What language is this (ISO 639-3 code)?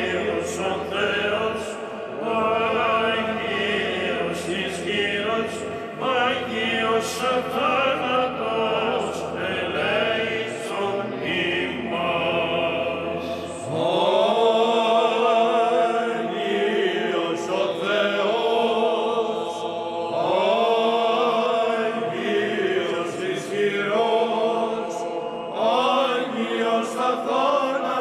ell